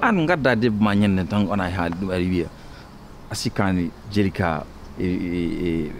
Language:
Fula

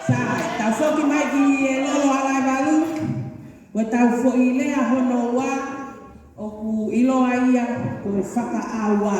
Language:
Tongan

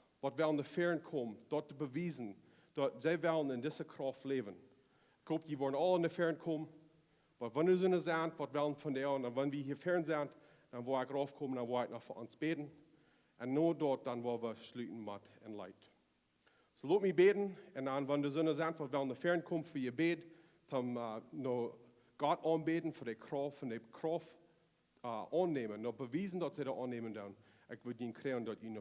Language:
Plautdietsch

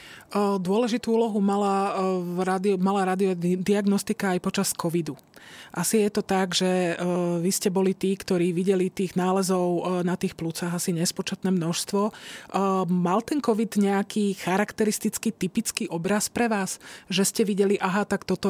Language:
Slovak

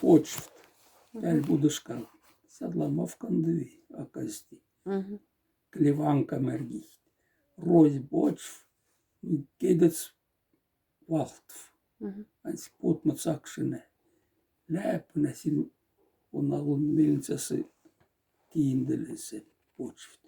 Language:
Moksha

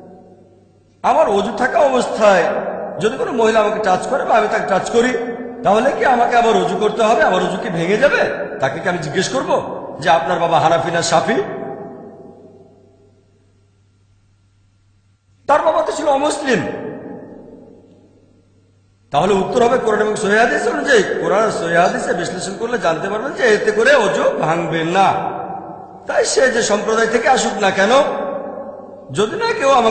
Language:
Bangla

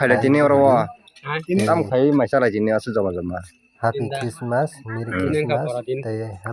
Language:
Kok Borok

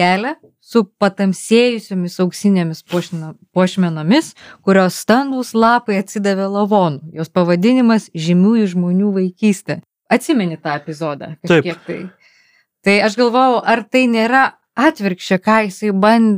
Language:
Lithuanian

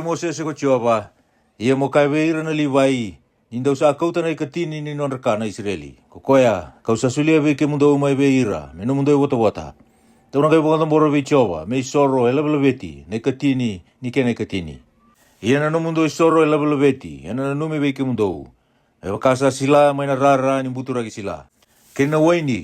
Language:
Fijian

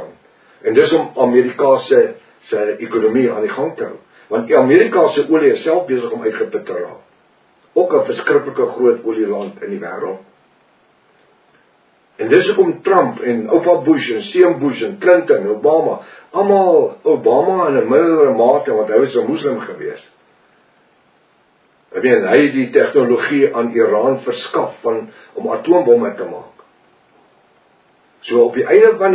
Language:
Afrikaans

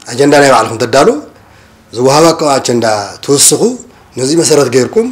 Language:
Tigrinya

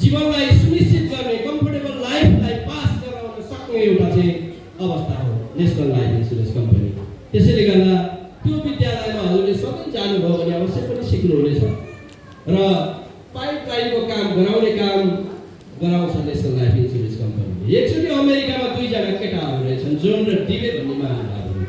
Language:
Nepali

